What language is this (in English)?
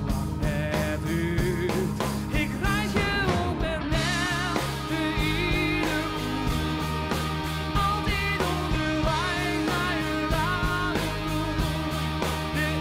Western Frisian